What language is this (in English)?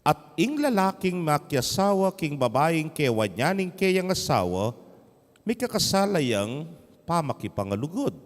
Pampanga